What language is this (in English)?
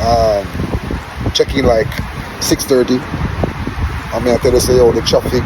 Jamaican Creole English